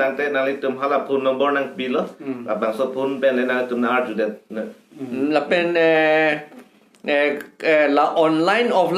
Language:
Karbi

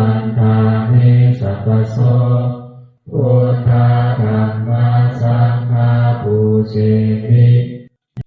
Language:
Pali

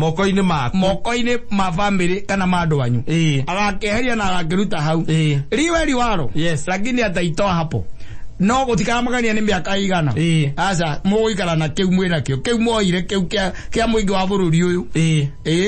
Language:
Kikuyu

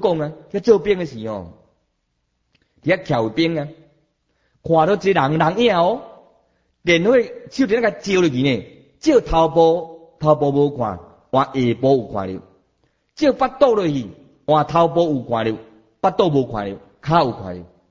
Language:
Min Nan Chinese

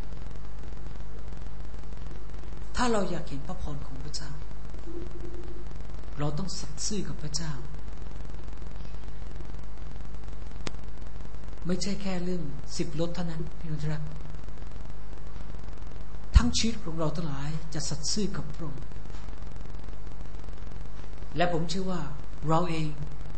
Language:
Thai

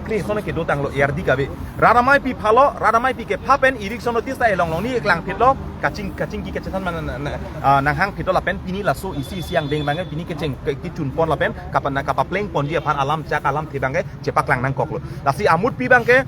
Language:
Karbi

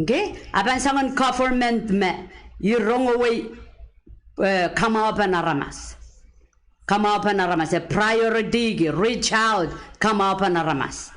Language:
Pohnpeian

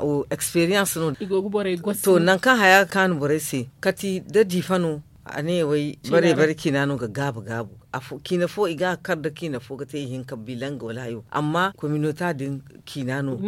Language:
Zarma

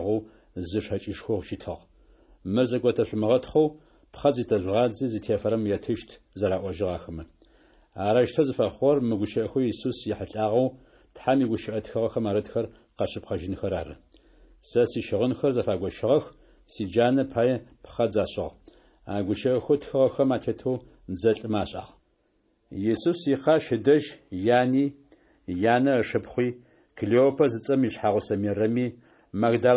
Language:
Adyghe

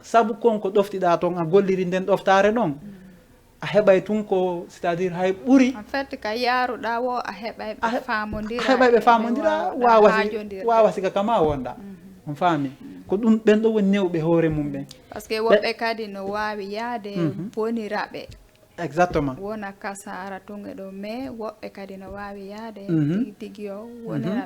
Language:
Fula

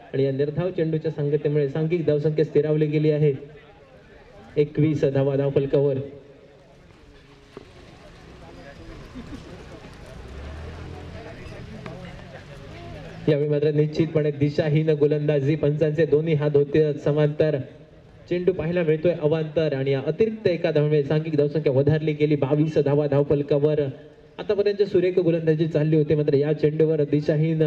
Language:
Marathi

